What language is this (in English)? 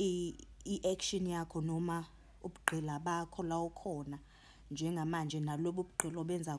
Zulu